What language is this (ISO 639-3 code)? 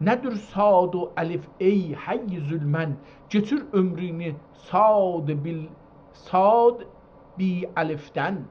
azb